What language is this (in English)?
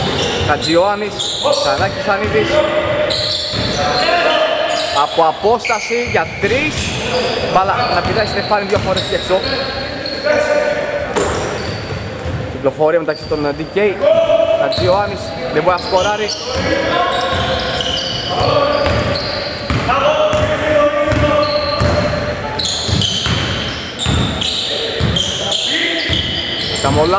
Greek